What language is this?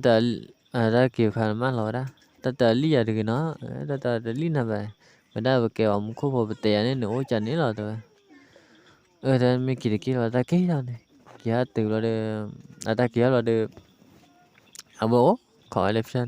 S'gaw Karen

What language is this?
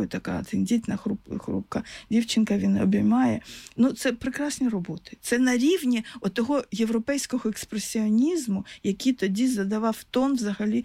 Ukrainian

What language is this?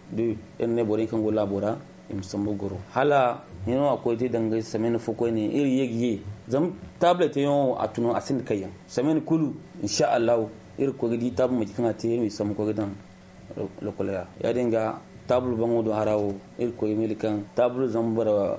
Zarma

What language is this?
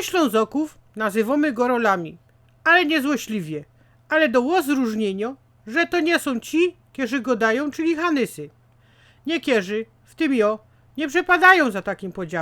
Silesian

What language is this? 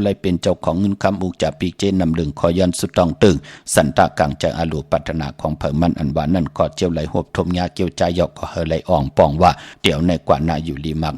Shan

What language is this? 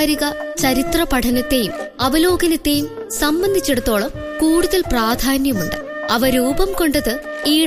Malayalam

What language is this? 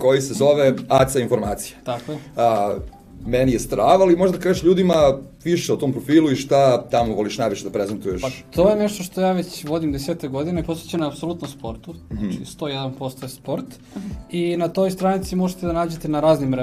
Serbian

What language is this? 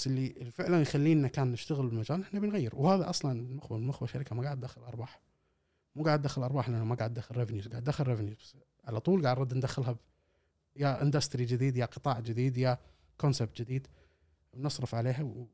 Gulf Arabic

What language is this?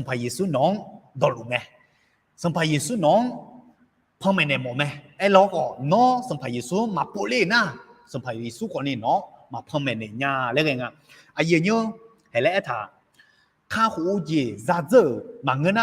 Akha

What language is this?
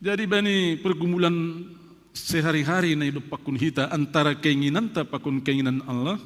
Batak Simalungun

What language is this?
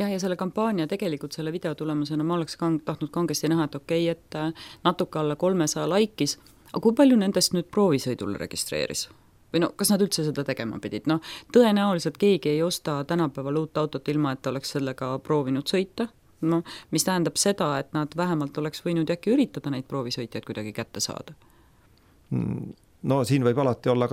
Estonian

